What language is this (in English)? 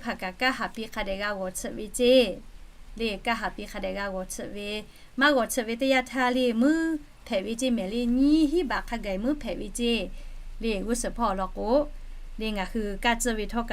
Lahu